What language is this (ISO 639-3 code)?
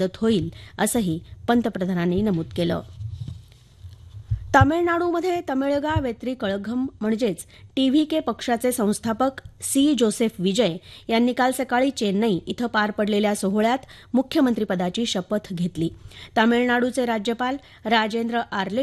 mar